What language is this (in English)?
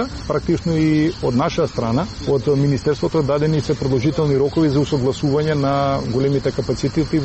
Macedonian